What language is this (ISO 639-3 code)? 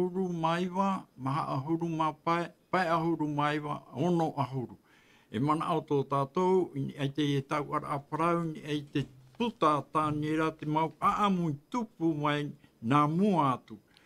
tah